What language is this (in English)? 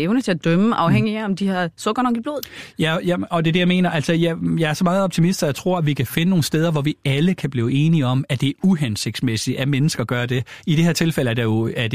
Danish